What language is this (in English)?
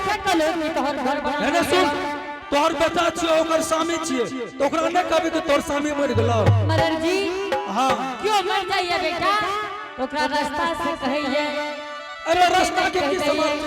Angika